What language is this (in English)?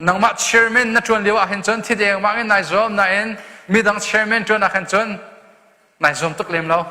Hakha Chin